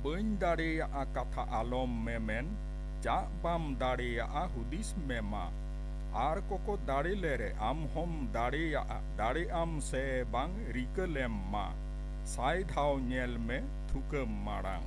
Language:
Santali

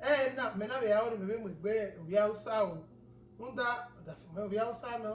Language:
Bini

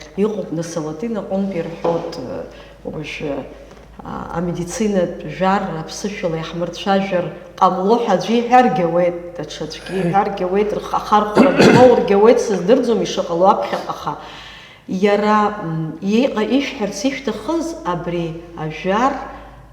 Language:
Abkhazian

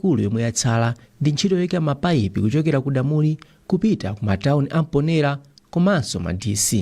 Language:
Nyanja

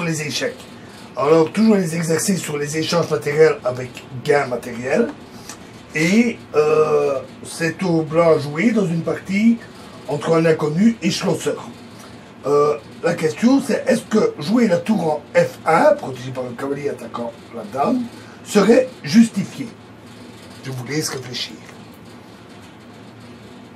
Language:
French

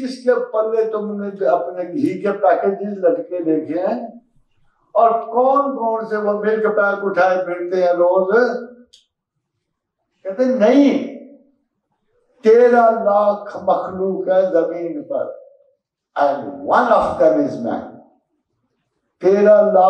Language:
Urdu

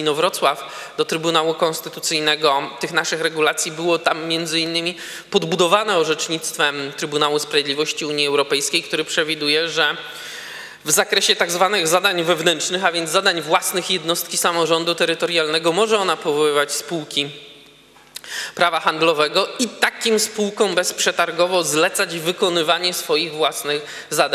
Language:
Polish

